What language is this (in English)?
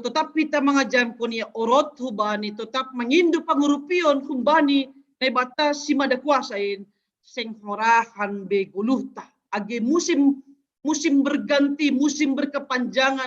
Batak Simalungun